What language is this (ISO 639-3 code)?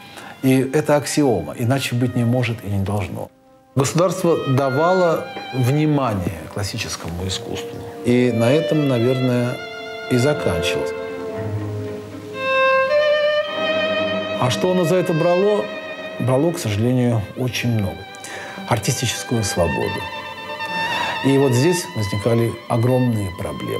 rus